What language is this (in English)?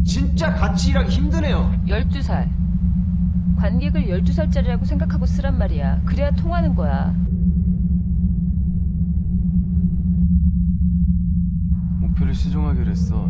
Korean